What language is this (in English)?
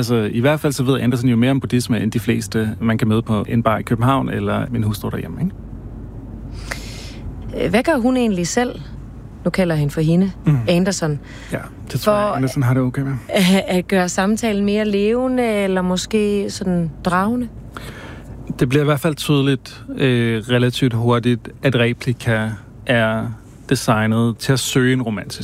Danish